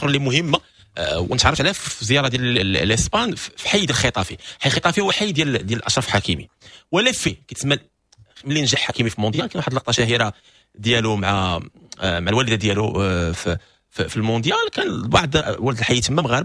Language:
Moroccan Arabic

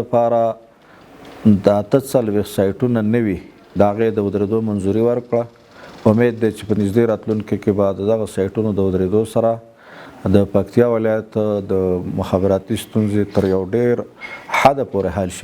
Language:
Pashto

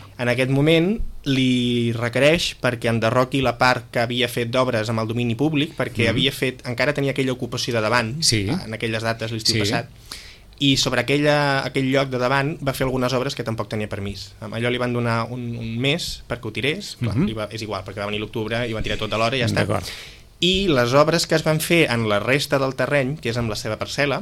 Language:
Catalan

